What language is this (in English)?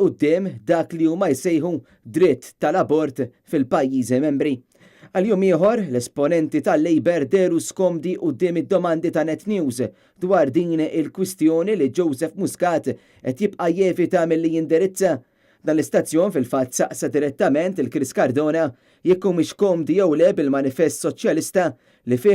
Maltese